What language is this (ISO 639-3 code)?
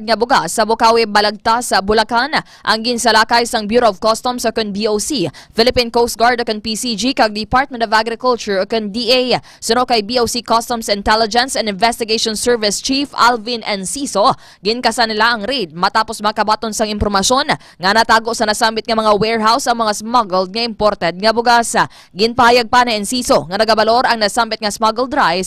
hil